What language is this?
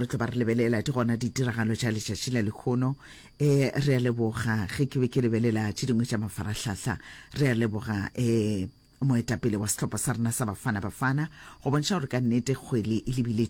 Northern Sotho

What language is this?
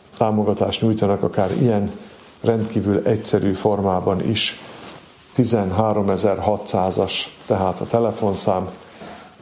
Hungarian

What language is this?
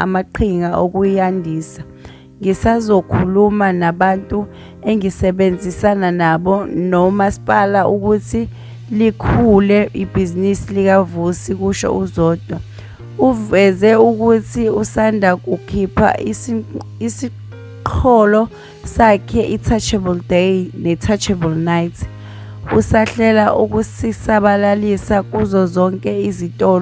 Zulu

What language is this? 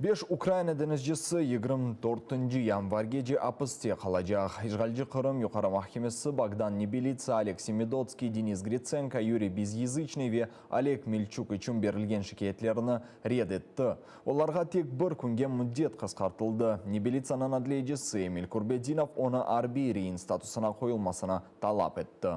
Crimean Tatar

